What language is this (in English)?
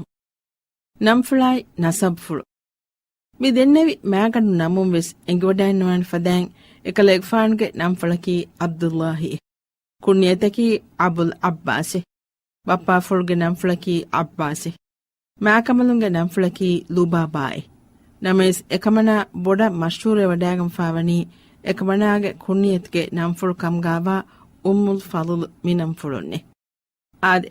Divehi